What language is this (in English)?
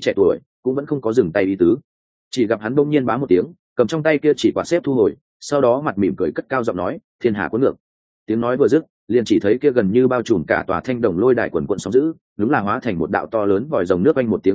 Vietnamese